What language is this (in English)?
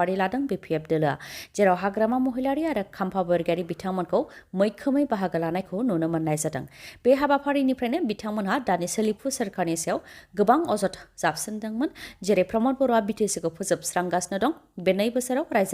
Bodo